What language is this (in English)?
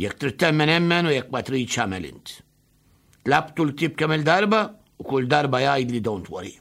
Maltese